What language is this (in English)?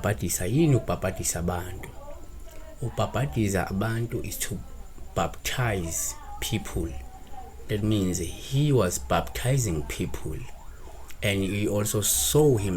Zulu